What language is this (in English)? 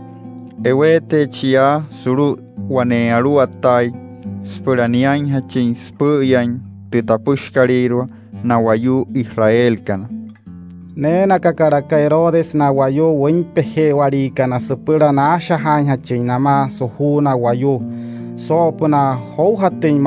Wayuu